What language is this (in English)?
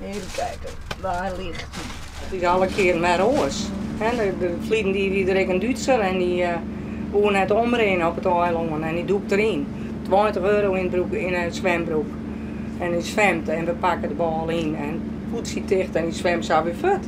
Western Frisian